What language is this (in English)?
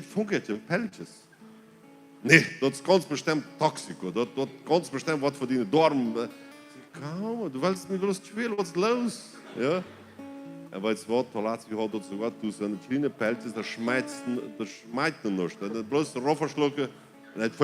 Plautdietsch